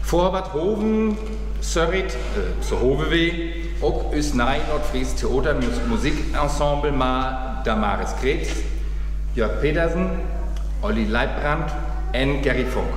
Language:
Northern Frisian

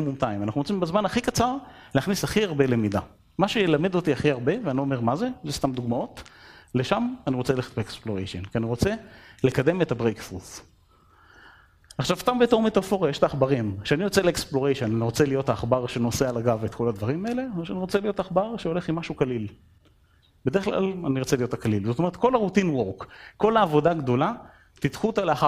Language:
Hebrew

